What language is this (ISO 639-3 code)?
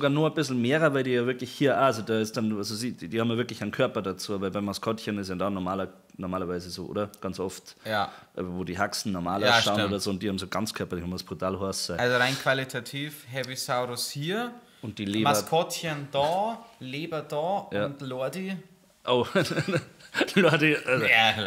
bar